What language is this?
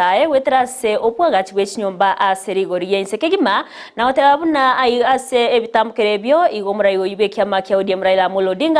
Gusii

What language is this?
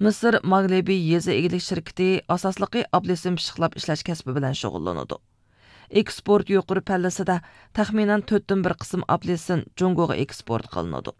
Uyghur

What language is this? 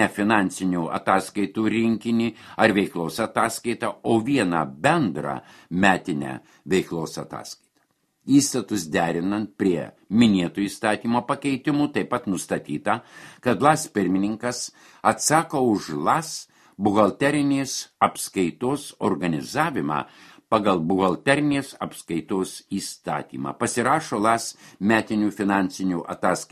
Lithuanian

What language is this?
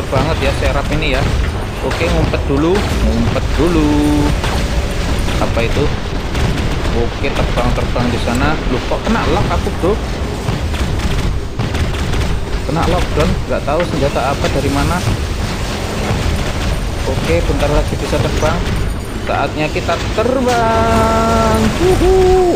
Indonesian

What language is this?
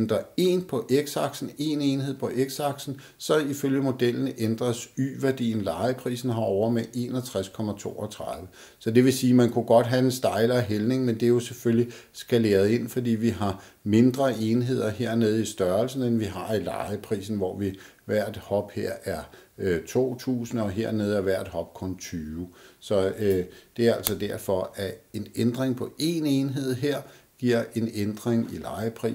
Danish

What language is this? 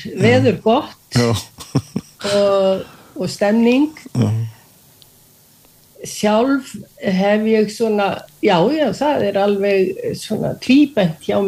Icelandic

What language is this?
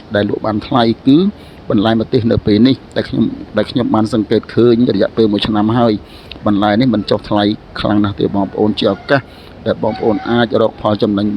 Khmer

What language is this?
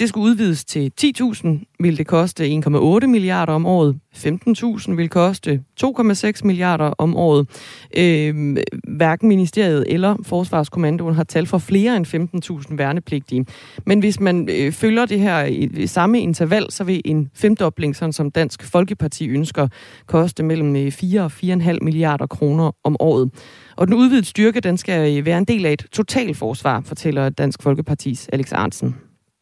Danish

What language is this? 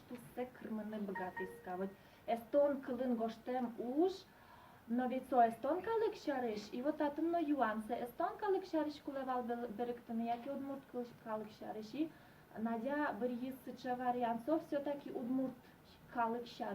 Udmurt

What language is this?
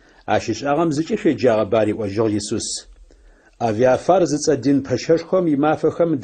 Adyghe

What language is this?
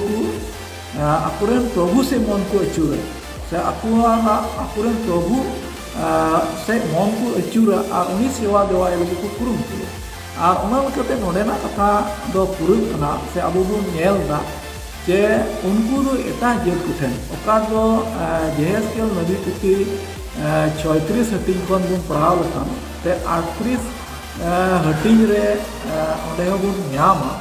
Santali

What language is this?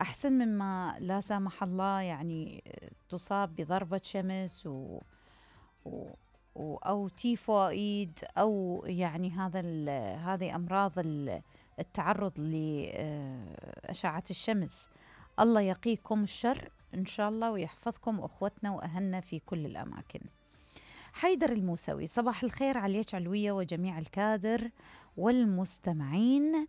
Mesopotamian Arabic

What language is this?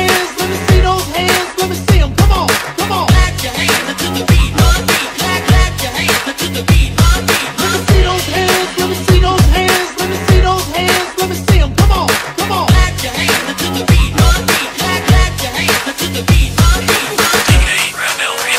English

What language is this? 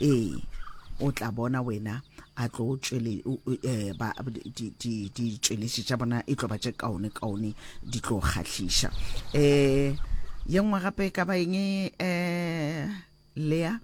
Northern Sotho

